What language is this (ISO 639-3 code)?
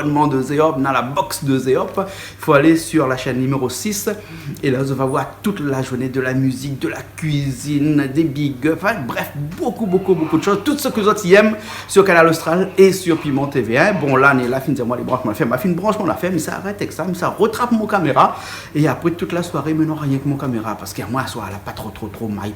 rcf